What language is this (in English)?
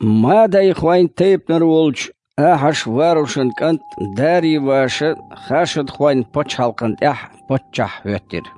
Chechen